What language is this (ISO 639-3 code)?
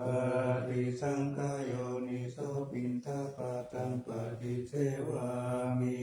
pli